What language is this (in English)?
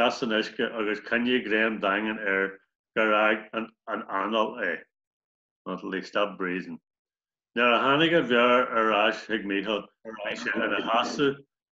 Irish